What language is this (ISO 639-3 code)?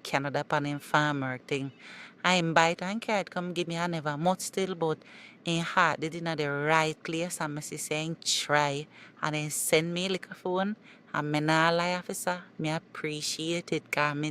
jam